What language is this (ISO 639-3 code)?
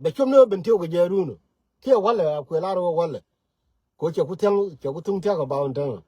nus